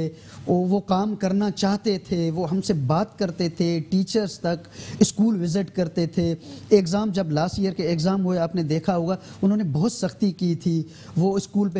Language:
Urdu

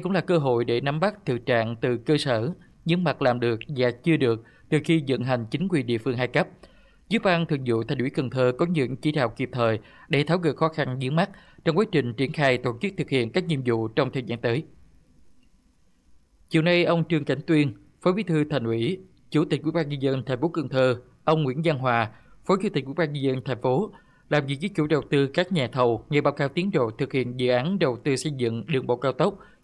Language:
Vietnamese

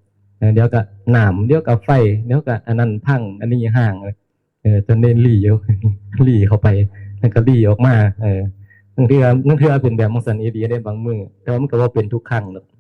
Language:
Northeastern Thai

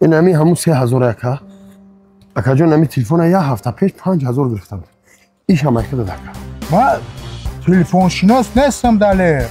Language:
Tajik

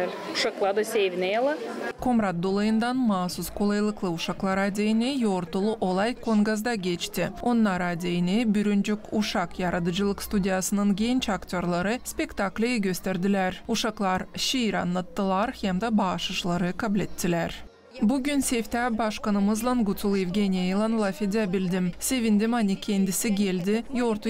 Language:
Gagauz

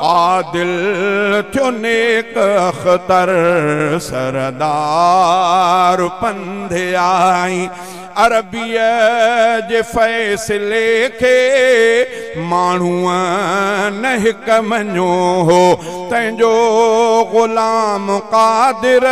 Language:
Sindhi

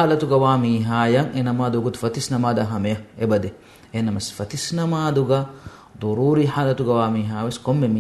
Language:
Divehi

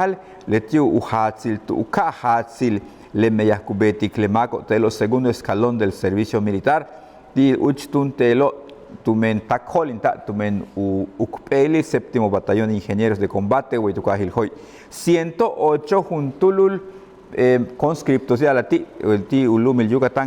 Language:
Yucateco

